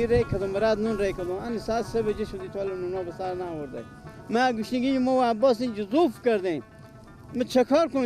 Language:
Persian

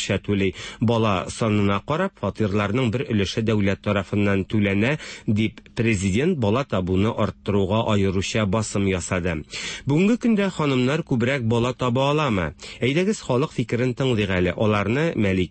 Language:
Tatar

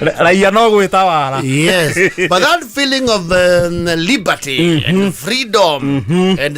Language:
Kikuyu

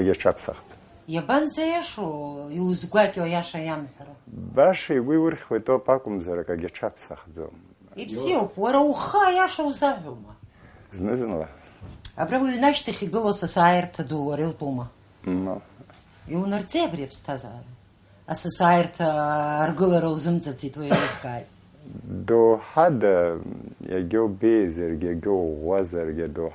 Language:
Abkhazian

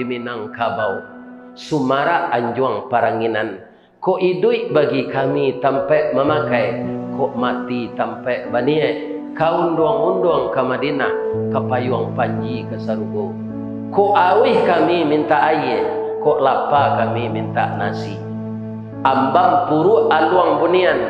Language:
Minangkabau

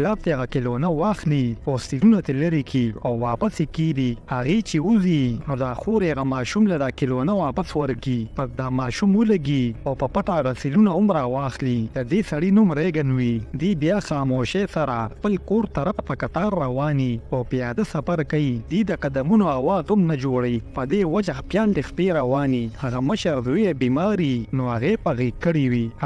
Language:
Pashto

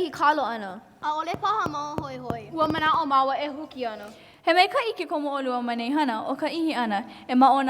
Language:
Hawaiian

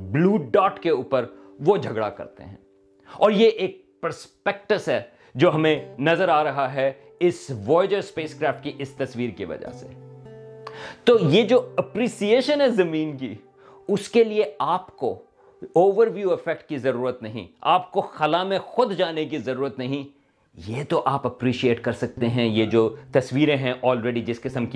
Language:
Urdu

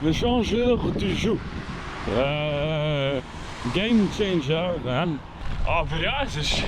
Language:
Swiss German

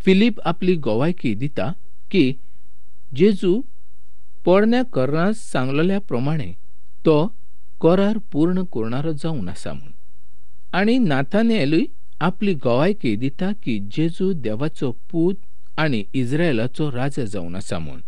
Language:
Konkani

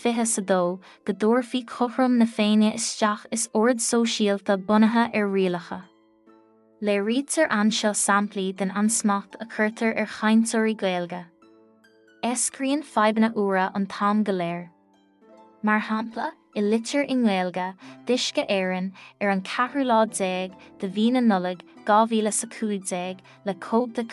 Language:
Irish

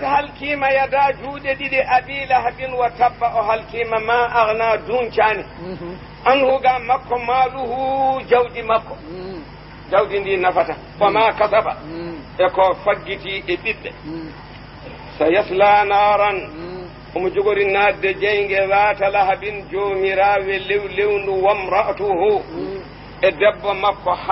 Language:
Fula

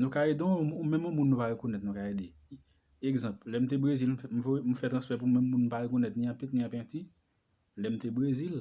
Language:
Haitian Creole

